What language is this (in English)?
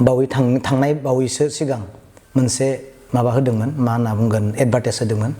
Bodo